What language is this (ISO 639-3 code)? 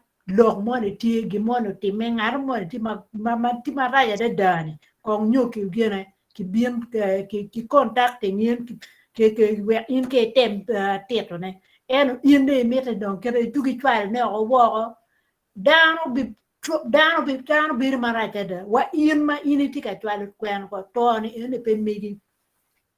ach